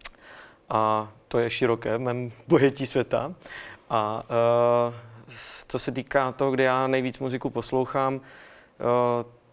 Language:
Czech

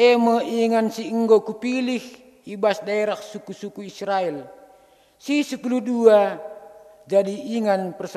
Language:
Batak Karo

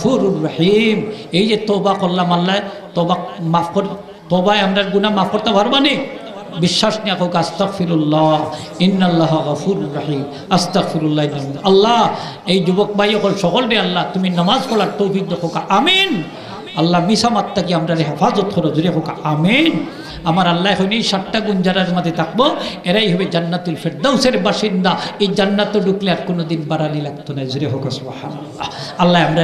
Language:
Sylheti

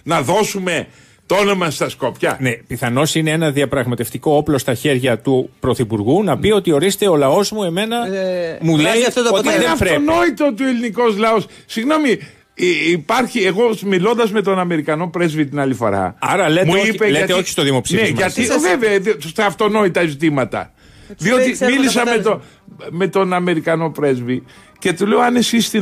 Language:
Greek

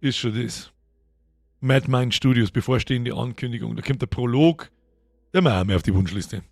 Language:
Bavarian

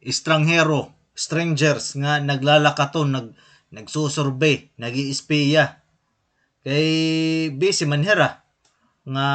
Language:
Waray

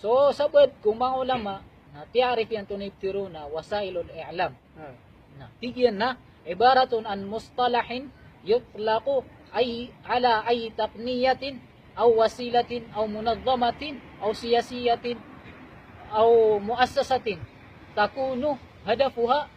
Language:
Maranao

